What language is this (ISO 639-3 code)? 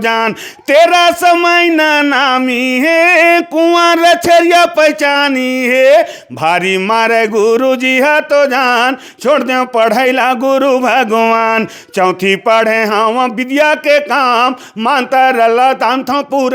hne